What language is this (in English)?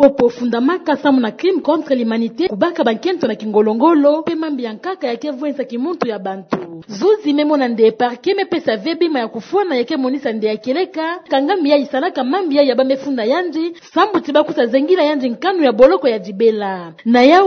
Kituba (Democratic Republic of Congo)